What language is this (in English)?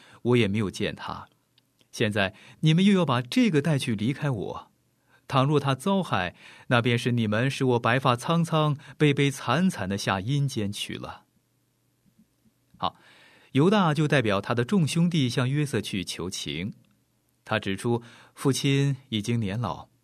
Chinese